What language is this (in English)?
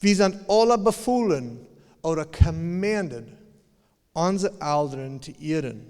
Plautdietsch